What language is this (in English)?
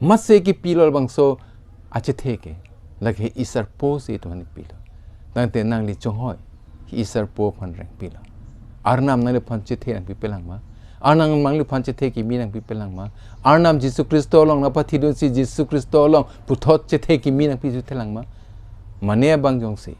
Karbi